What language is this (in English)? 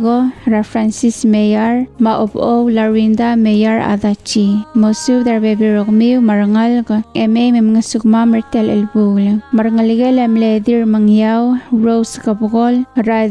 Palauan